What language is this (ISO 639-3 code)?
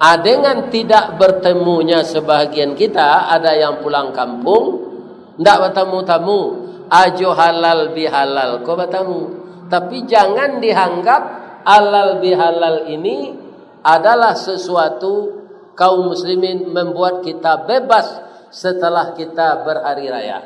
min